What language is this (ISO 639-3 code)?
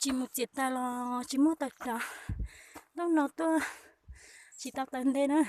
hmn